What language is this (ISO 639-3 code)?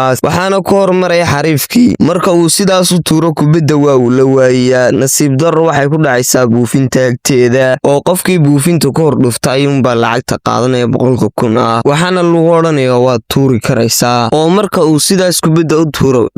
som